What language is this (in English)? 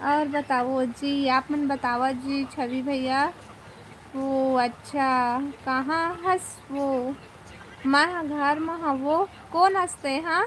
Chhattisgarhi